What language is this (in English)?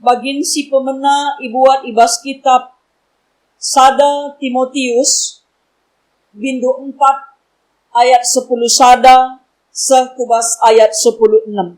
Batak Karo